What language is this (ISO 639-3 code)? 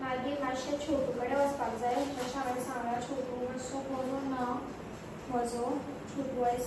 kok